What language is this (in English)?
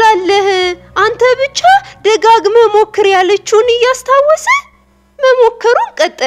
Amharic